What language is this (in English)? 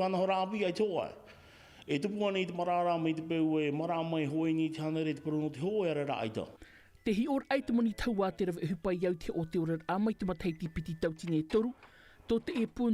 Tahitian